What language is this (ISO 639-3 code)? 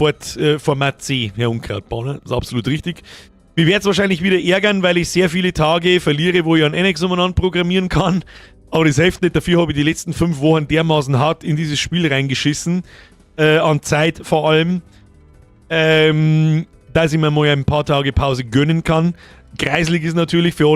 bar